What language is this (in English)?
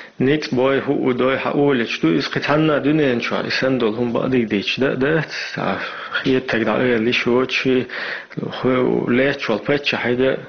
Chechen